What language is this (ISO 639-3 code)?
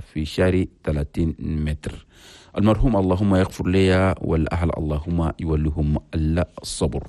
shu